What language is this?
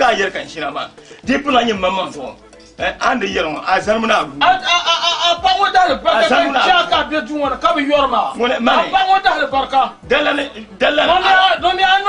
Dagbani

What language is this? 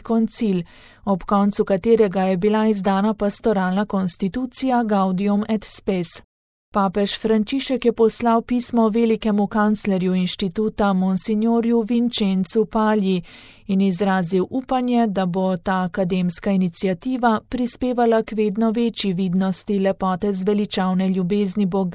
Slovenian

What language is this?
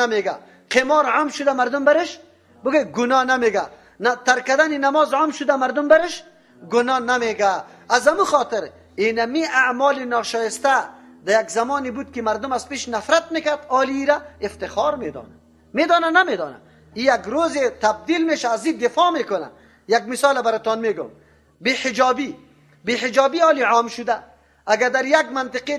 Persian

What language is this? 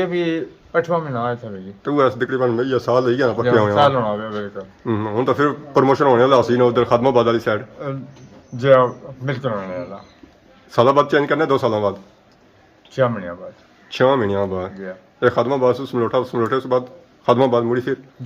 Pahari-Potwari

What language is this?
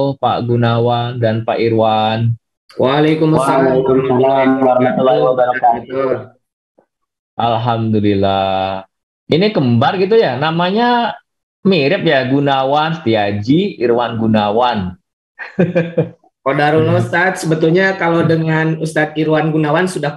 Indonesian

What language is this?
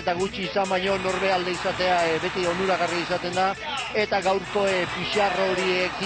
Basque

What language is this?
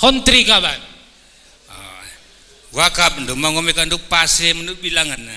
Batak Karo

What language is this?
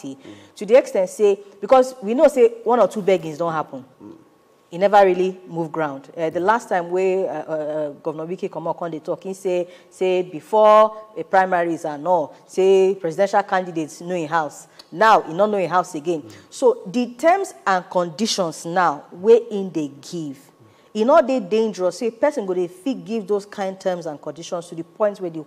Nigerian Pidgin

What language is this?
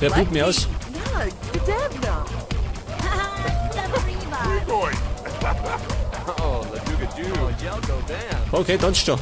Bavarian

